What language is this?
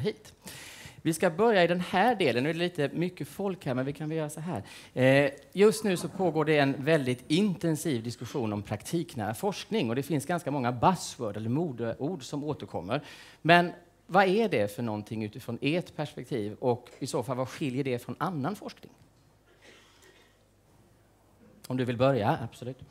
Swedish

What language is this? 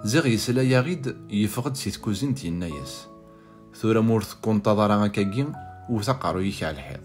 Kabyle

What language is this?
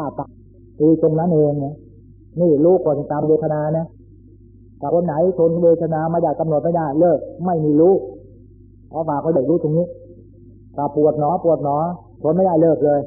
Thai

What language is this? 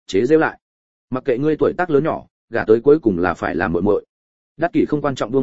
Vietnamese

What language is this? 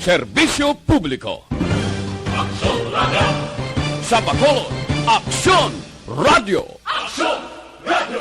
Hiligaynon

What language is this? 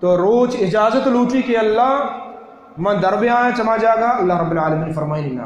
Baluchi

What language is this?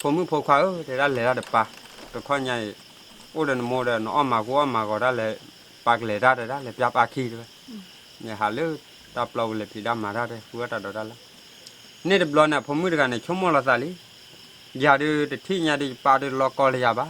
S'gaw Karen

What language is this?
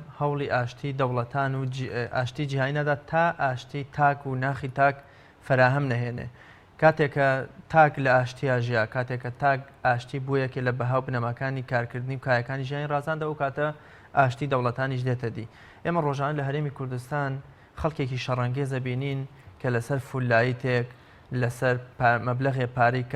Central Kurdish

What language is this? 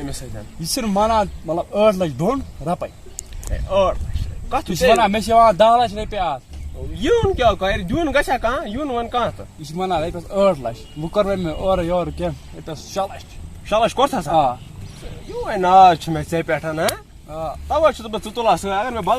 Kashmiri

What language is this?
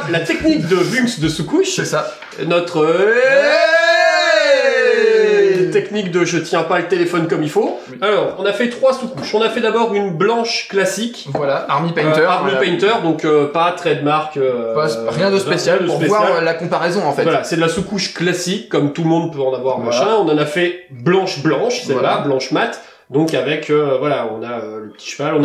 French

